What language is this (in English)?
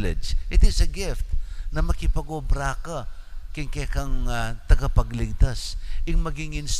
Pampanga